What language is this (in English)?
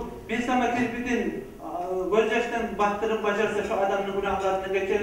Kumyk